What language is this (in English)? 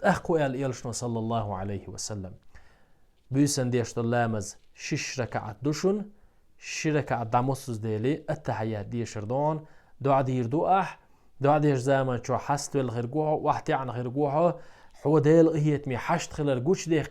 Chechen